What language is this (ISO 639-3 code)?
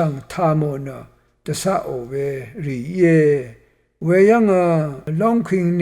raw